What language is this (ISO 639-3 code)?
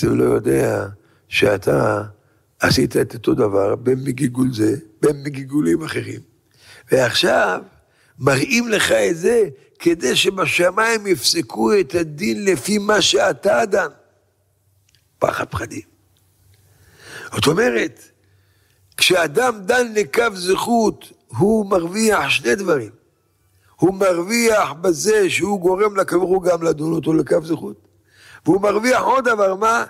heb